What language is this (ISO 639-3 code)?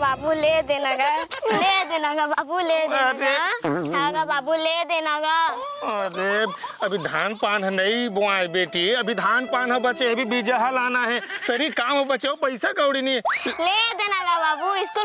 hne